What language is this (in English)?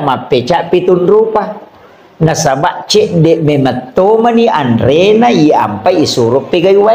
Buginese